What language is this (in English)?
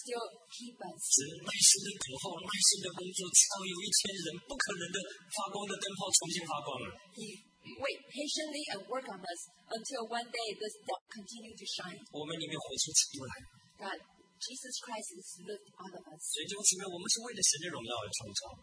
Chinese